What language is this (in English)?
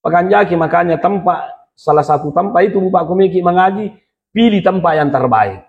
Buginese